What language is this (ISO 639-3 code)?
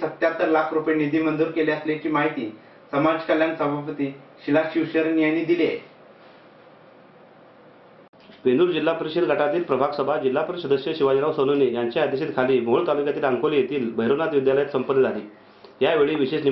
mar